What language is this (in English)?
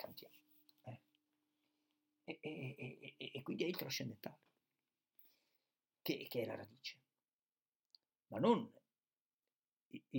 Italian